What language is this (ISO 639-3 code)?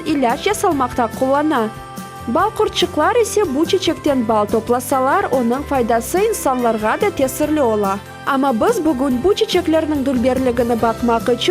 crh